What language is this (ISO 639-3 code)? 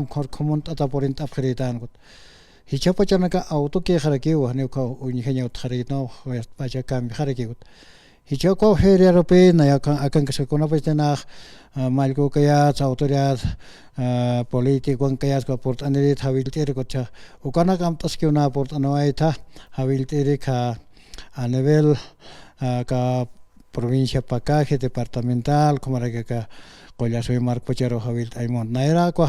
aym